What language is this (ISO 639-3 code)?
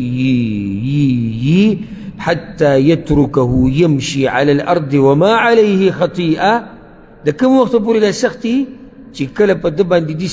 pus